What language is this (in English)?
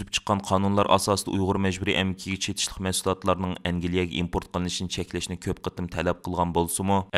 Uyghur